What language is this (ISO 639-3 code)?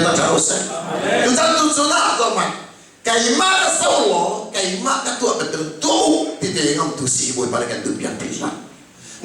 cnh